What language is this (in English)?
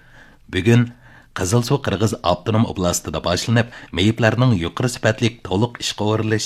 Uyghur